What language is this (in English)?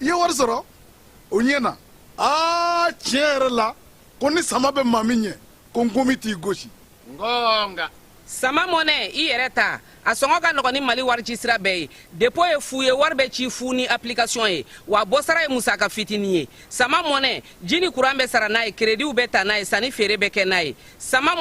Bambara